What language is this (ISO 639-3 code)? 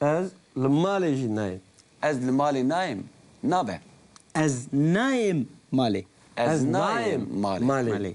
kur